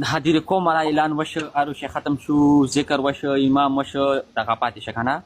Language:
Pashto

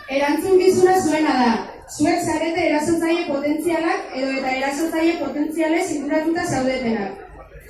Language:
Basque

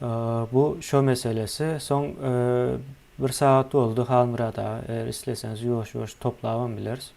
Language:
Turkmen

